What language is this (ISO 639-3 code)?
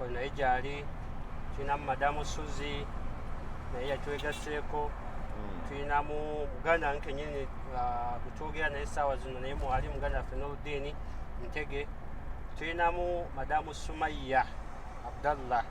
lug